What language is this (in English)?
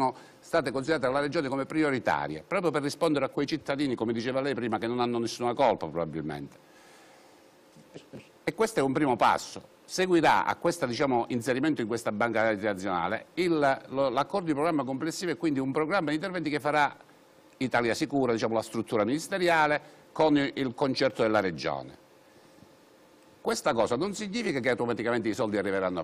Italian